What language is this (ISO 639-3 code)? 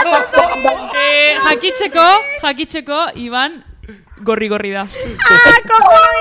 eus